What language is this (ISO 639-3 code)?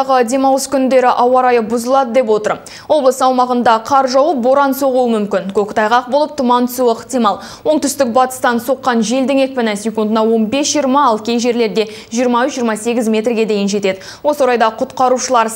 kaz